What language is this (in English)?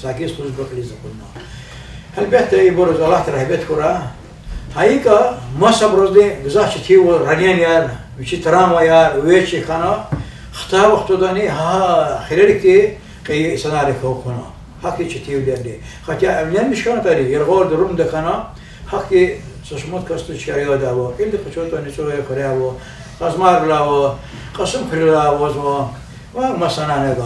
Lezghian